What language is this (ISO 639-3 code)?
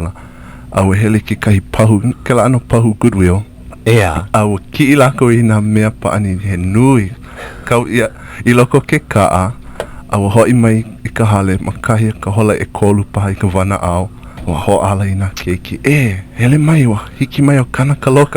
haw